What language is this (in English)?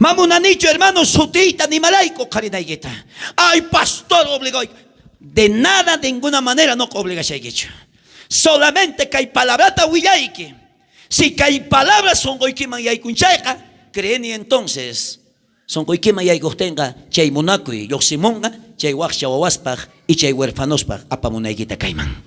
South Bolivian Quechua